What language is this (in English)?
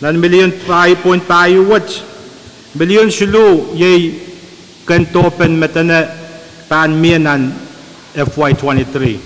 Pohnpeian